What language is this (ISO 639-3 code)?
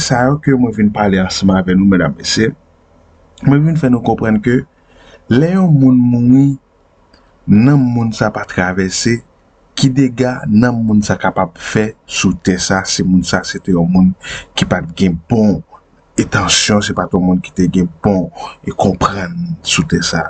hat